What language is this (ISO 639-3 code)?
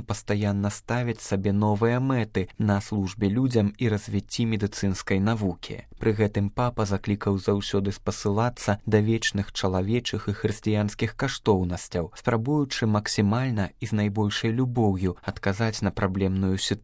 bel